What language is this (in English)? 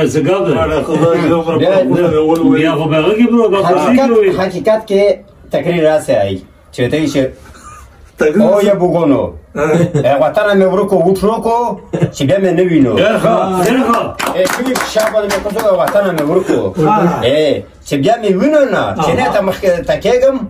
Pashto